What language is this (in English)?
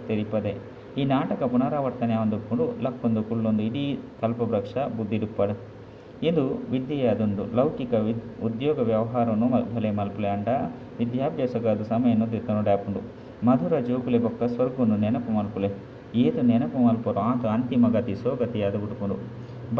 Tulu